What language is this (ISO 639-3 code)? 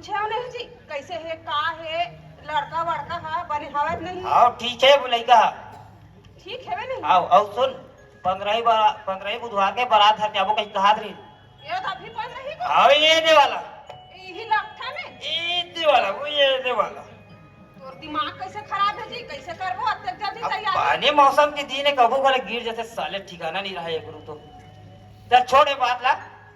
hne